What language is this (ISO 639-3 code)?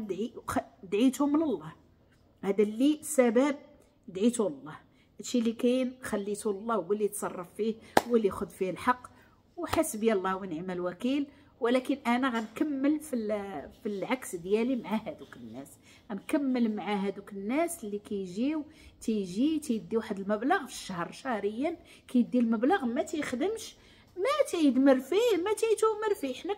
ary